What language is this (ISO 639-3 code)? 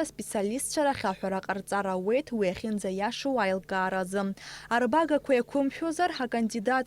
abk